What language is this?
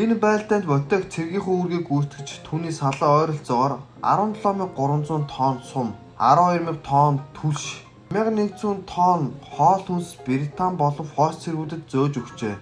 Mongolian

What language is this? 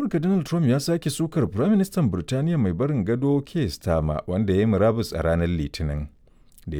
Hausa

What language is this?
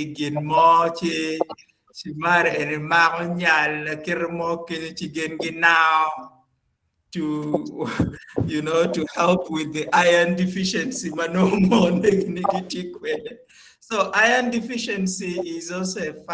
Acoli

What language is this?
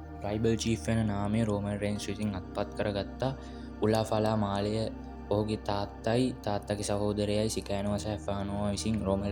Sinhala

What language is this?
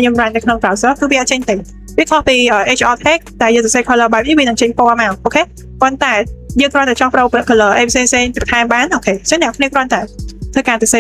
Khmer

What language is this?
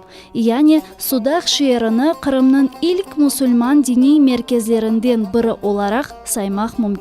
Crimean Tatar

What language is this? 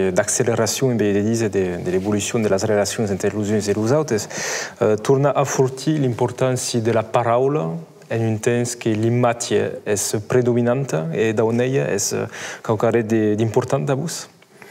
Occitan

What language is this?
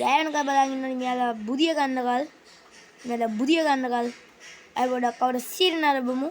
Sinhala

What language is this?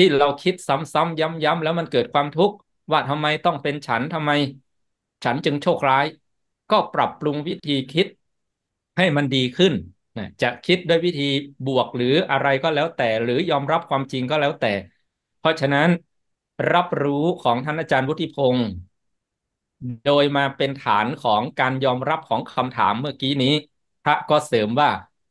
Thai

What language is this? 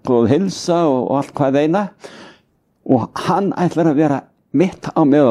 Icelandic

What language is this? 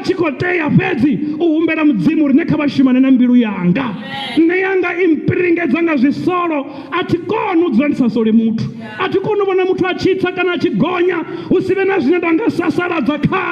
Venda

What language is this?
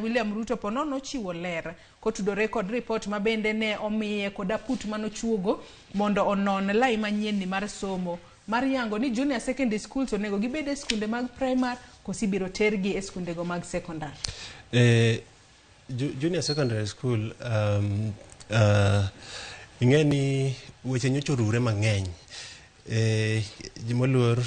Luo (Kenya and Tanzania)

